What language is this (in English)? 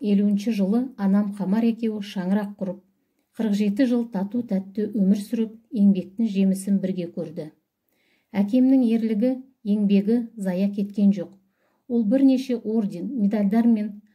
Kazakh